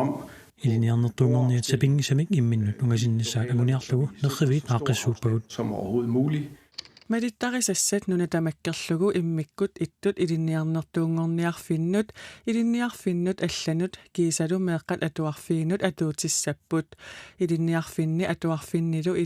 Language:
Kalaallisut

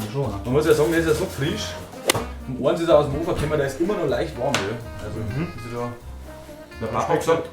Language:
Bavarian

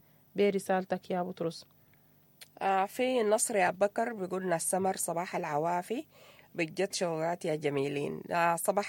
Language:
Sudanese Arabic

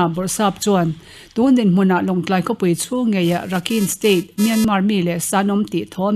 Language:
Mizo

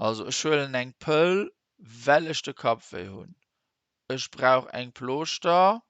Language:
Luxembourgish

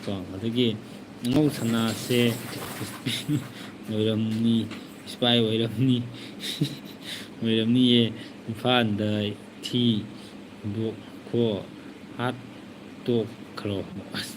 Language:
Manipuri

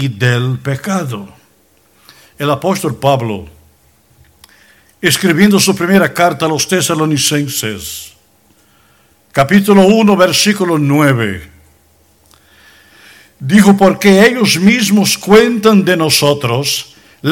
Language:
Spanish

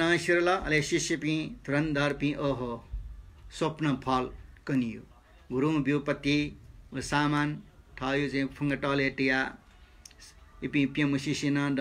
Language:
Newari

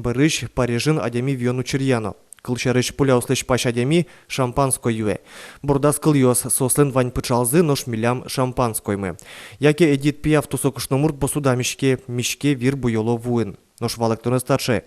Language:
Udmurt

